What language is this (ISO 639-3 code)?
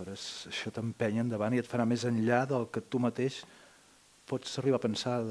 cat